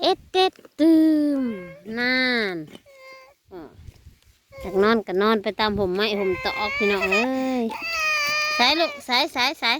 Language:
Northeastern Thai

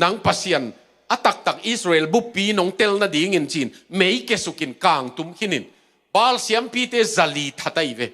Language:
Tedim Chin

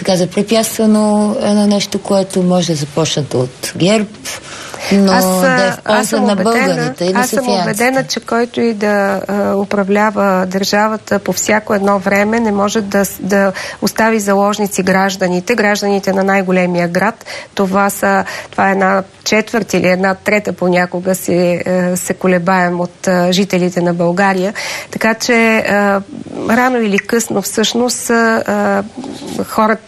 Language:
Bulgarian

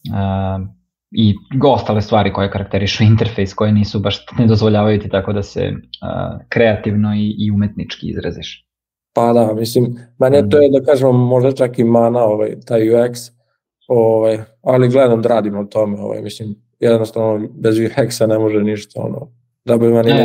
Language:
Serbian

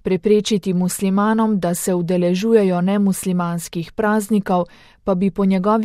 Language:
Slovenian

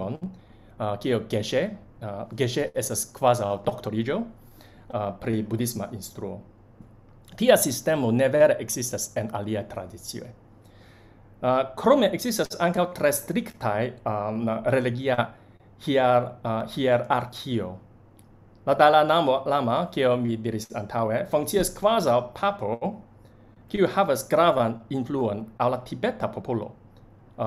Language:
Esperanto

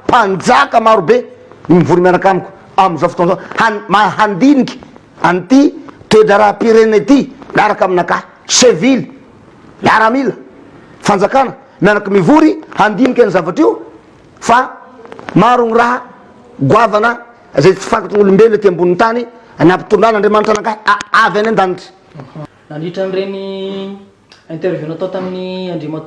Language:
Malagasy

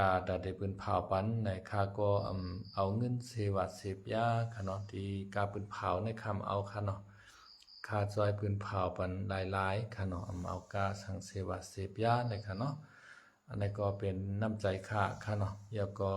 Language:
Shan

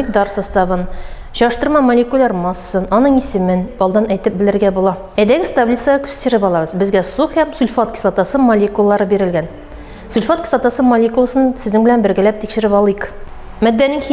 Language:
Tatar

